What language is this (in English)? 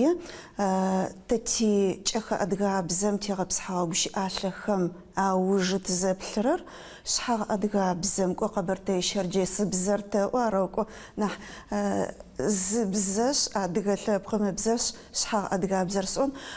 Adyghe